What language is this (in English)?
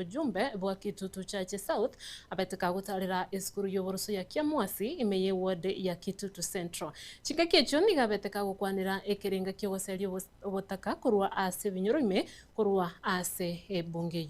Gusii